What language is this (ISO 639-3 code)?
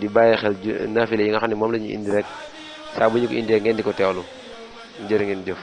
wol